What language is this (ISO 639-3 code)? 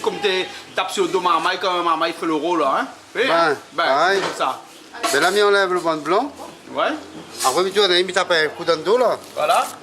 rcf